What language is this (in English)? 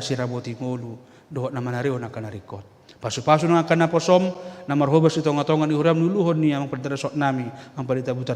Batak Toba